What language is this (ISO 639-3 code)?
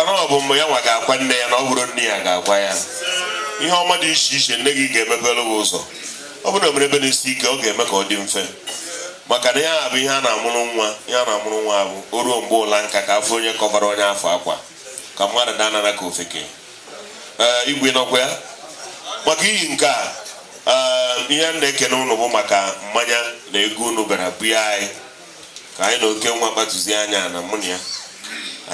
ibo